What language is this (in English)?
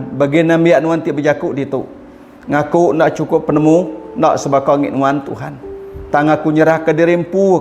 Iban